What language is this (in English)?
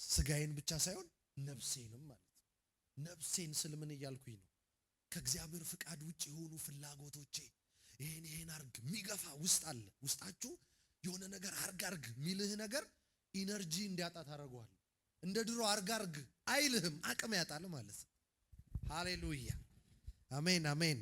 Amharic